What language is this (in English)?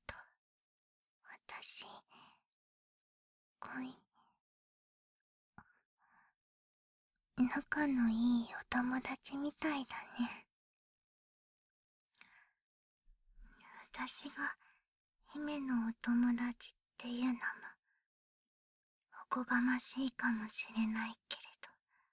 Japanese